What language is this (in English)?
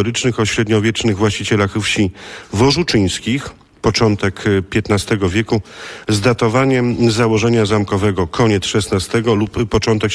Polish